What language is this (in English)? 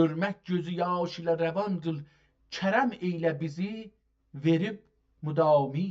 South Azerbaijani